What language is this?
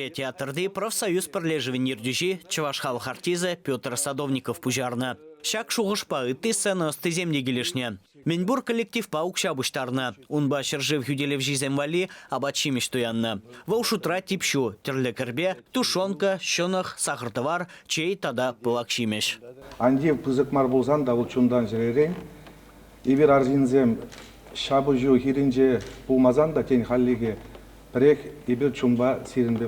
Chuvash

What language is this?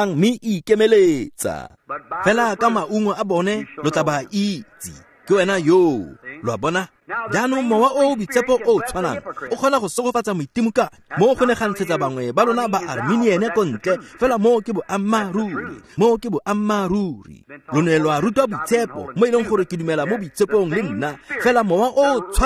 Tswana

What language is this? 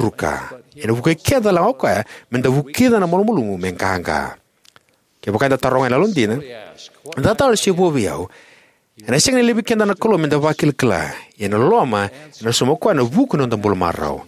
Fijian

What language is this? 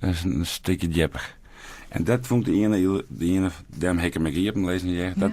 Western Frisian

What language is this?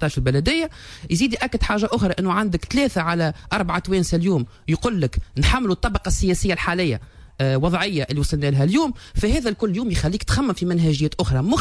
Tunisian Arabic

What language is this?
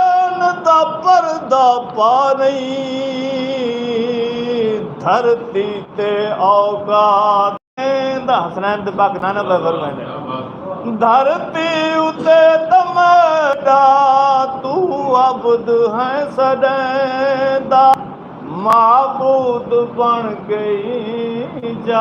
Saraiki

